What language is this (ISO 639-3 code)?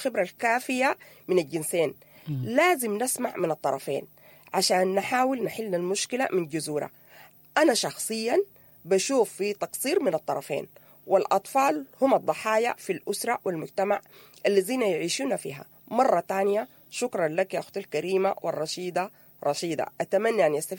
apd